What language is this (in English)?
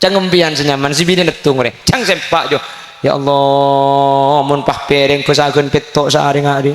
Madurese